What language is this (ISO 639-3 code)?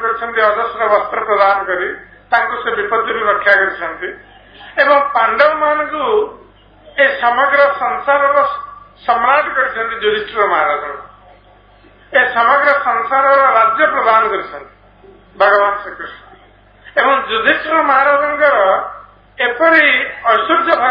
ori